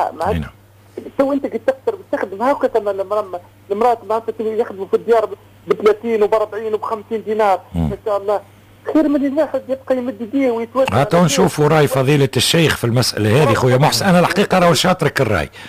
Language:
Tunisian Arabic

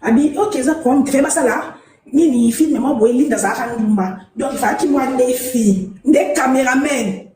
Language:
Lingala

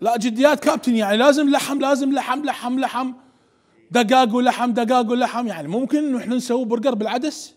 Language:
Mesopotamian Arabic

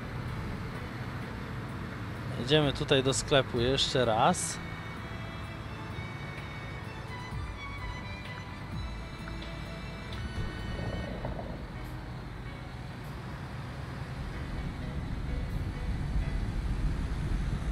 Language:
Polish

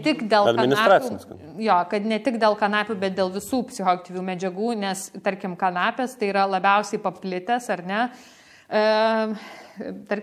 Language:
Lithuanian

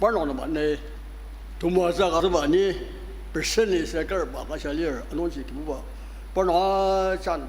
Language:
Ao Naga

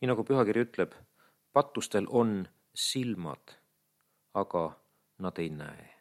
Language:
Estonian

